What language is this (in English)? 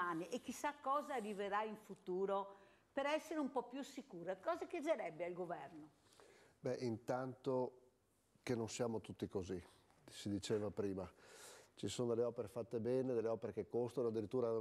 Italian